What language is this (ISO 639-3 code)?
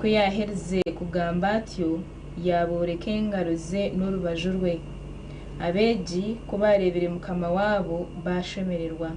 nyn